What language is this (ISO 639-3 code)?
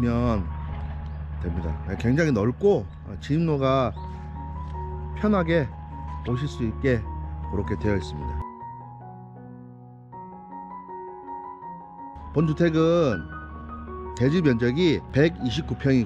kor